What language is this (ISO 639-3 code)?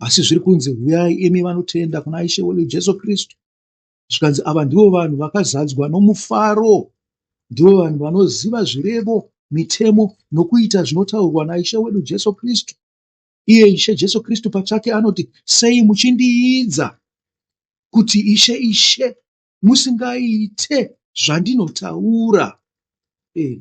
sna